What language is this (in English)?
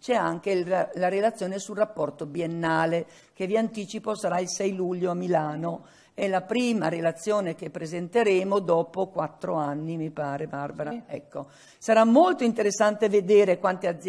Italian